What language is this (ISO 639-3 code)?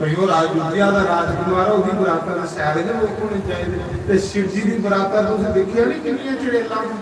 doi